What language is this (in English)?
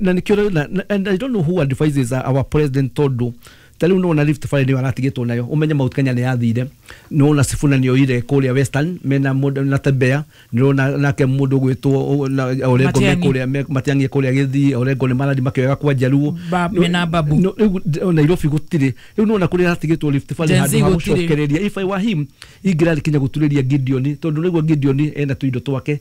Kikuyu